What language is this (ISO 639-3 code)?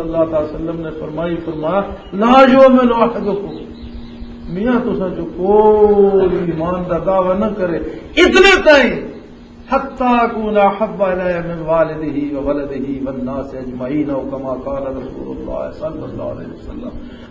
lah